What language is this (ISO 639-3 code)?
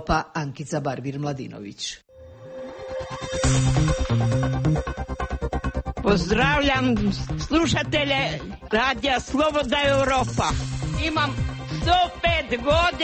hrv